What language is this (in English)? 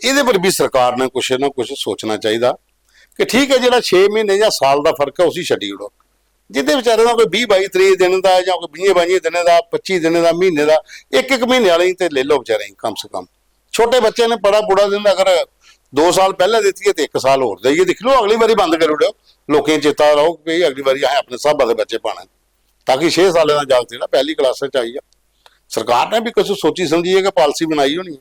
Dogri